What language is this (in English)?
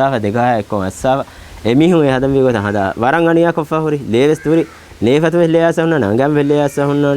Divehi